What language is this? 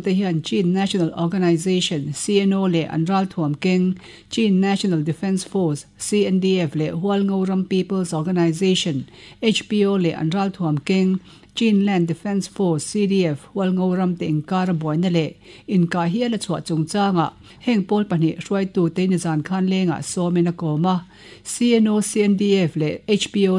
Mizo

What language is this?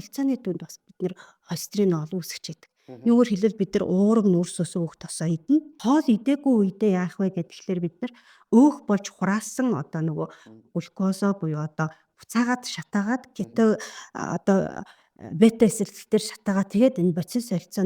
Mongolian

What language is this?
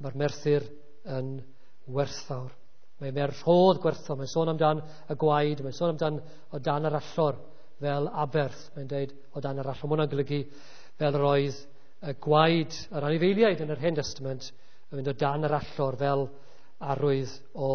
Welsh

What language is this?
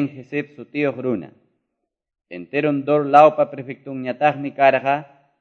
Quechua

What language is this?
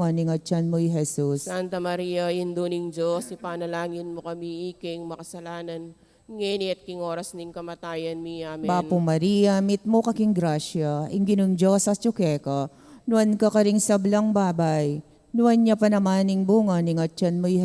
Pampanga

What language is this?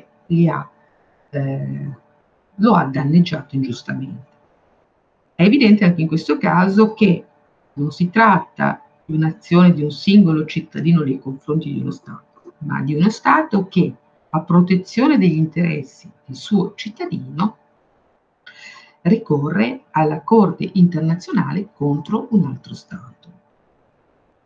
Italian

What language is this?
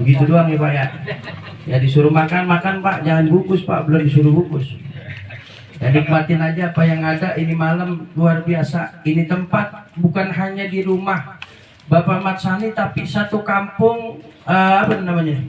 Betawi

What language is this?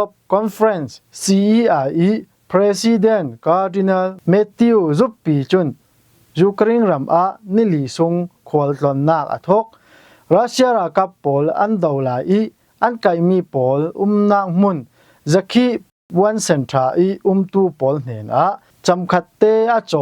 Falam Chin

